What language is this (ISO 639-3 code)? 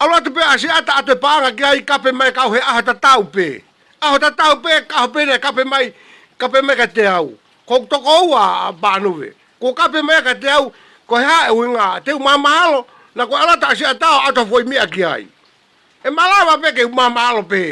ton